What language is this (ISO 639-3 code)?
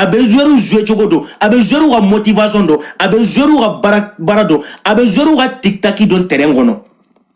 bam